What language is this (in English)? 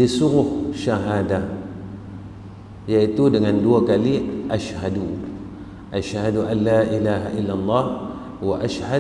Malay